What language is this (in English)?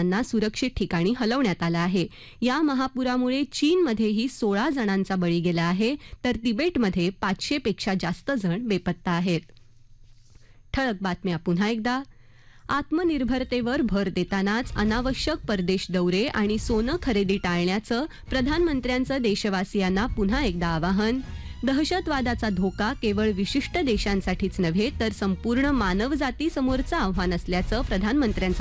Marathi